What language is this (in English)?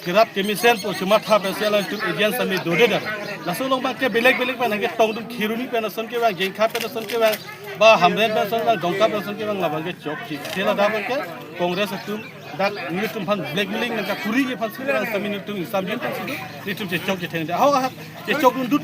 Karbi